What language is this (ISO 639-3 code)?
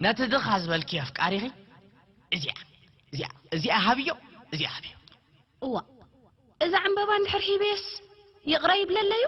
tir